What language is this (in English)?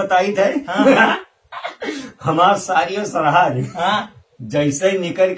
Awadhi